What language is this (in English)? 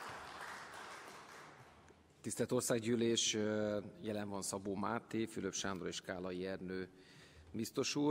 Hungarian